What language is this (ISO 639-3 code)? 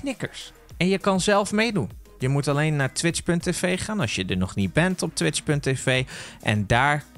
nld